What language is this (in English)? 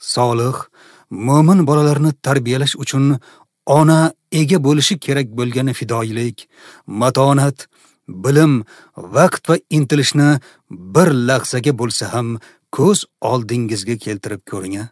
Uzbek